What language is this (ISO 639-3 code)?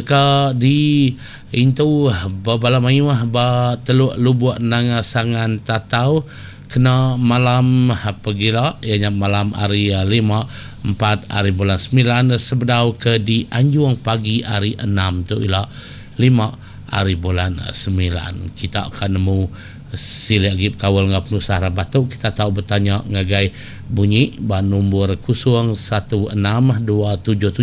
iba